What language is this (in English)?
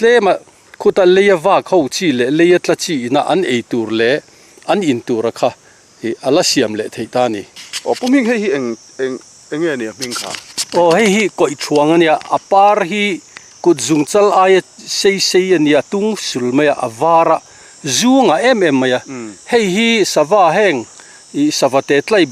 Mizo